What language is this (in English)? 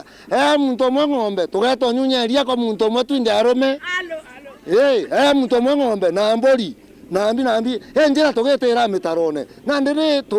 Meru